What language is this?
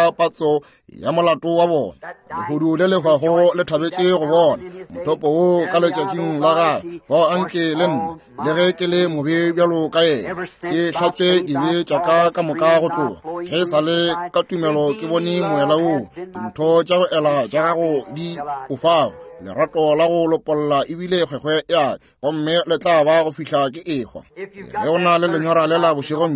Northern Sotho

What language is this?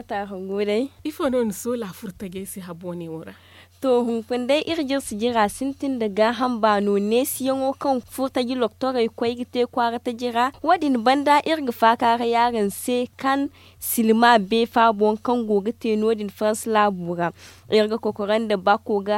Zarma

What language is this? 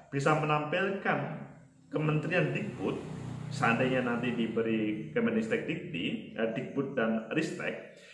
Indonesian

